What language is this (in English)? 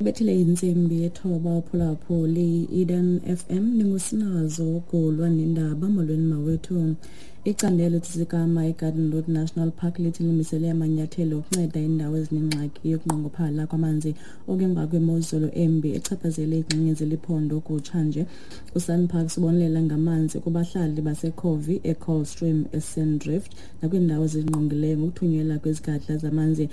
Xhosa